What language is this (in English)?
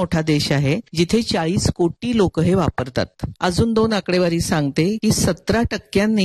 Marathi